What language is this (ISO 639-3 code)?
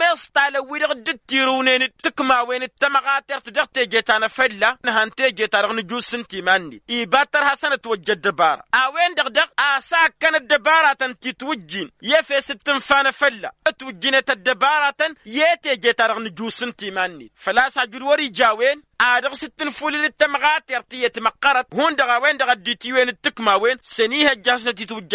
taq